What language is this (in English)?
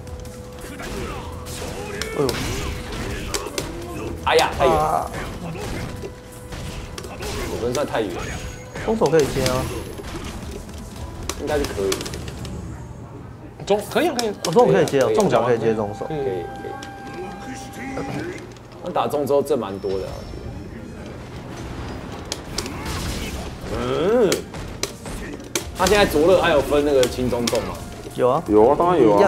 Chinese